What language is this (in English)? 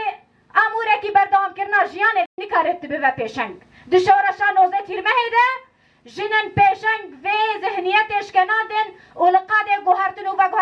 Kurdish